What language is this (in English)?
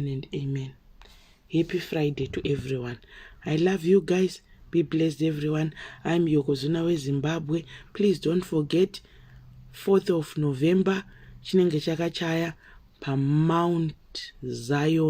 Shona